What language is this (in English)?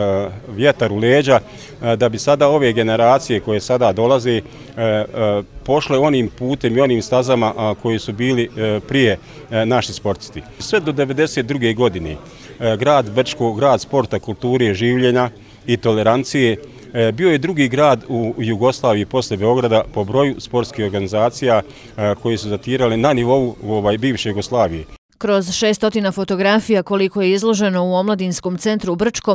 Bosnian